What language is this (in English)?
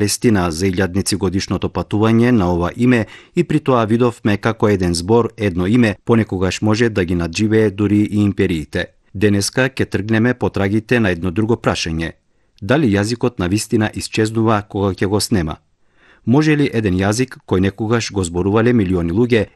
Macedonian